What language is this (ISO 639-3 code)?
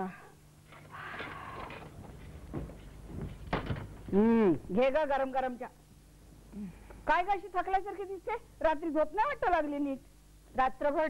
mar